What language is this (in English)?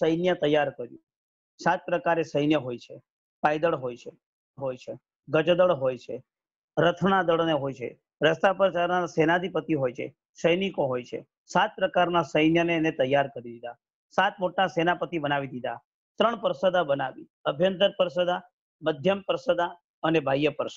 Gujarati